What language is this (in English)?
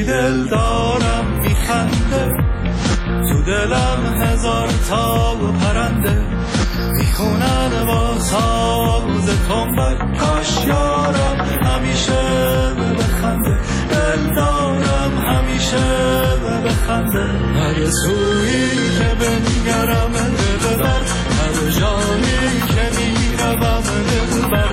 Persian